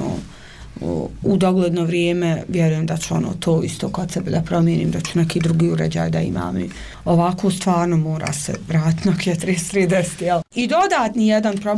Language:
Bosnian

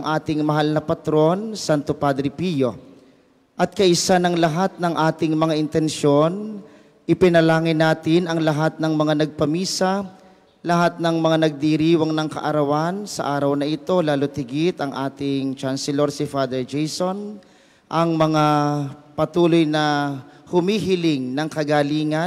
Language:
Filipino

